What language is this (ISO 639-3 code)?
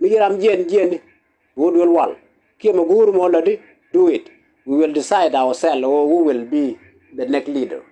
nus